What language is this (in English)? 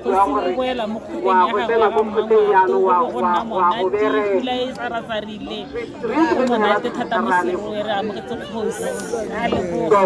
Tswana